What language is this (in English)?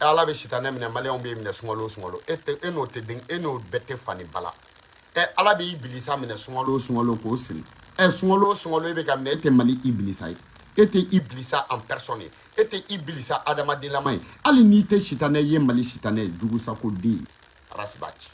Bambara